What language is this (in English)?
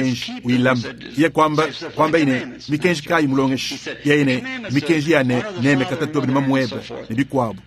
Luba-Lulua